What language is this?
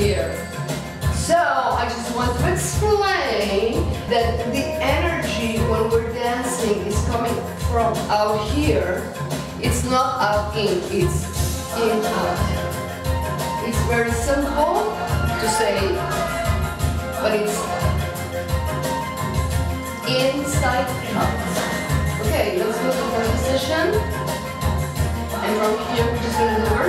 English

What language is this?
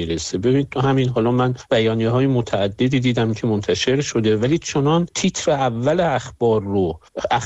Persian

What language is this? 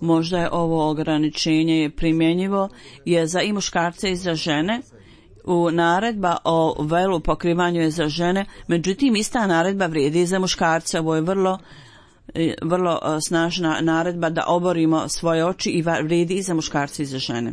Bosnian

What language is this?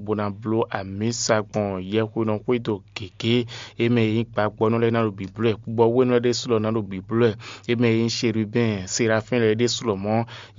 Fon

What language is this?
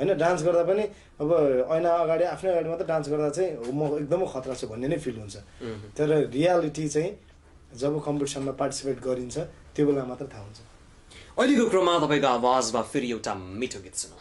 Nepali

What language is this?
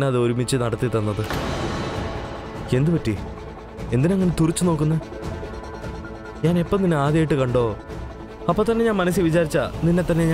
Malayalam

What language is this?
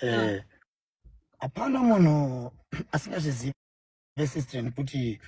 Shona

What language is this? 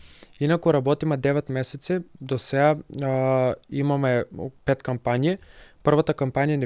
Macedonian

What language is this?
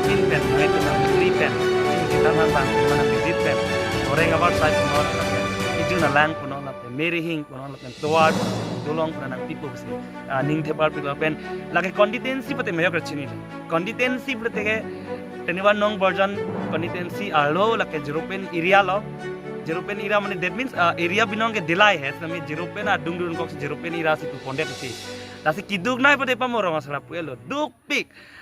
Karbi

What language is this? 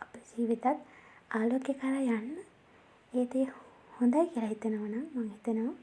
Sinhala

